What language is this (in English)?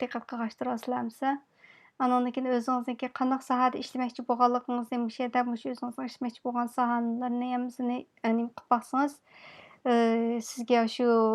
Uyghur